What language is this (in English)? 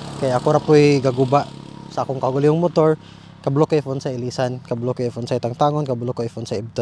Cebuano